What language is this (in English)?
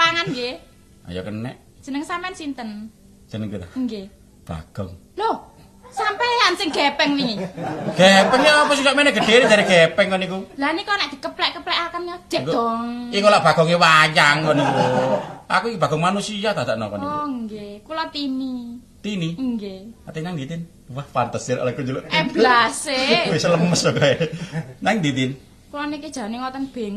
Javanese